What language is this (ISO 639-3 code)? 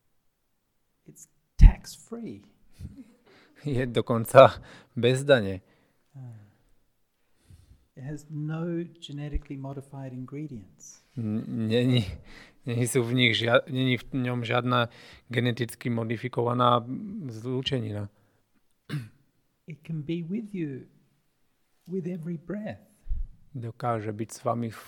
slk